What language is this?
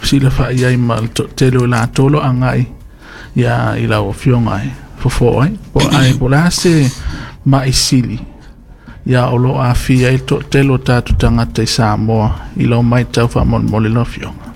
Samoan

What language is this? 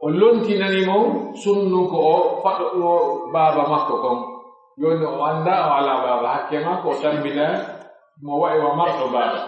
Pular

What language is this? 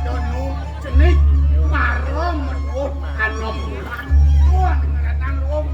Balinese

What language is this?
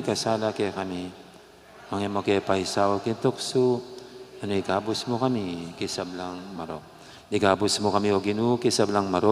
Pampanga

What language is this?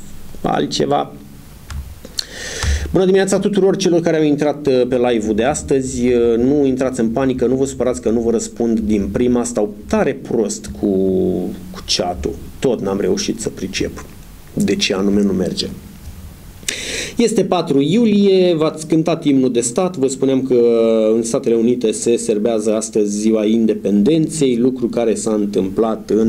Romanian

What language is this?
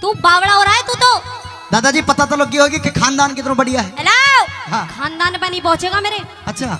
Haryanvi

